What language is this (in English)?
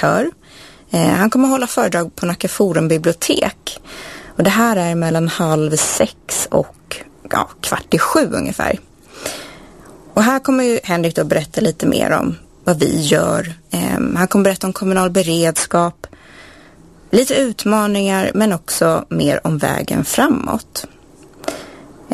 Swedish